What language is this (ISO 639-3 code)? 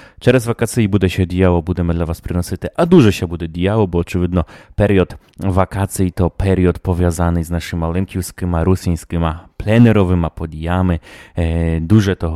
rue